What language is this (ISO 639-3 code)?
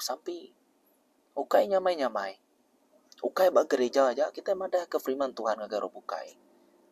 iba